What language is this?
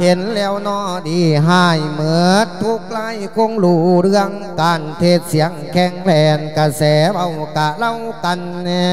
Lao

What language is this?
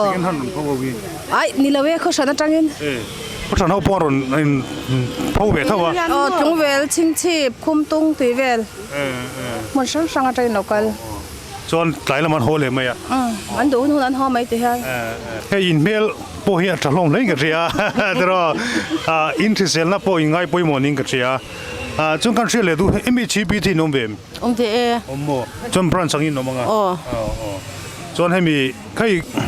Mizo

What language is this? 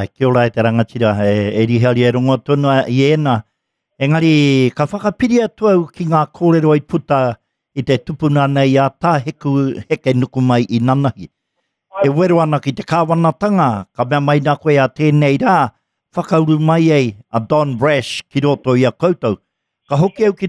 Māori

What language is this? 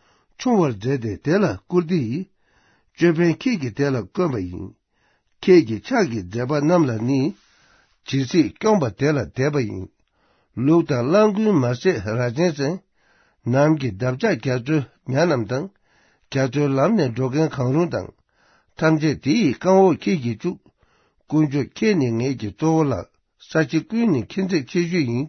Tibetan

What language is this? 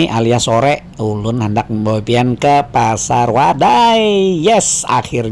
Banjar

